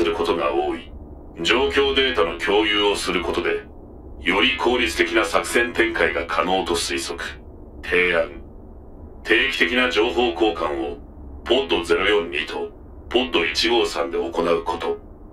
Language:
Japanese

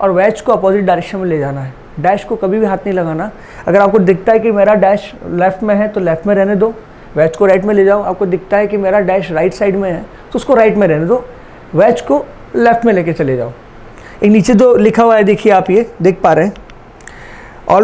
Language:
Hindi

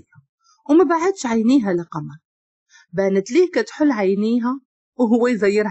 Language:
Moroccan Arabic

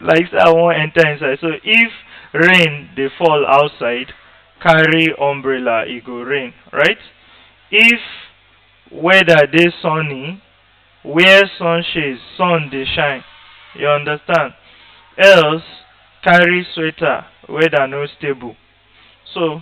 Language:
Nigerian Pidgin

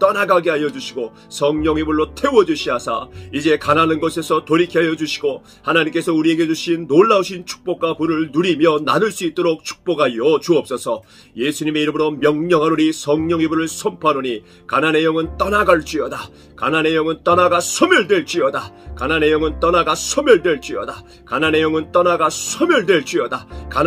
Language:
Korean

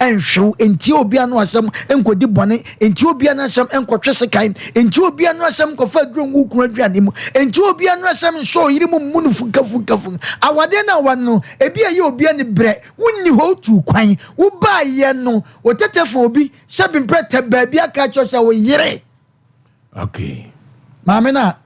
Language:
Akan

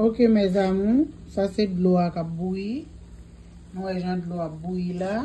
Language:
Haitian Creole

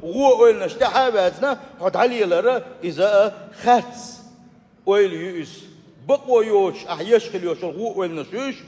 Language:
Chechen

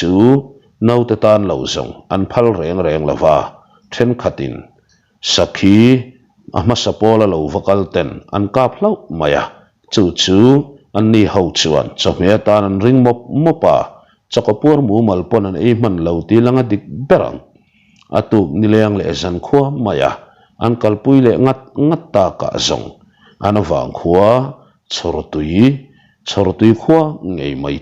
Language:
Mizo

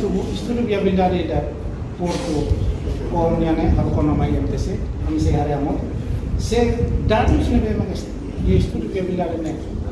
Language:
Tetum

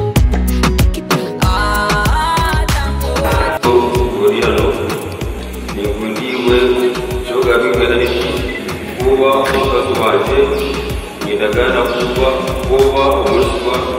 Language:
Kinyarwanda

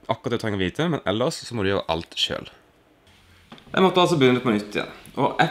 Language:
Norwegian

